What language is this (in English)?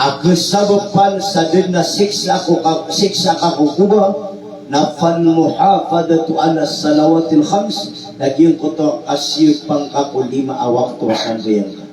Maranao